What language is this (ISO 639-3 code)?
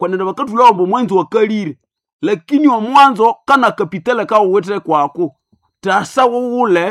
nnb